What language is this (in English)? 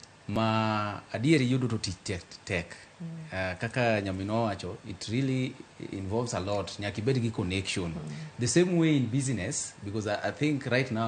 Luo (Kenya and Tanzania)